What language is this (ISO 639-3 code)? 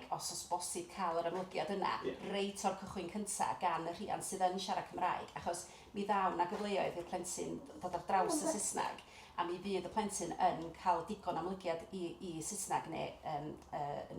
cym